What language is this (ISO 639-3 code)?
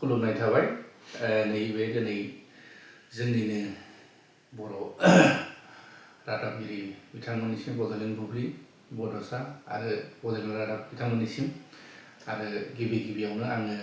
brx